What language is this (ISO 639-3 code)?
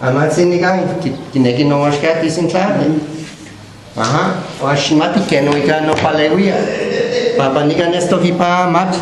ngu